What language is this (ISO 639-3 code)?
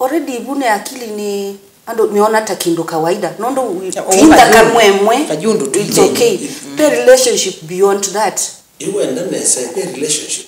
kam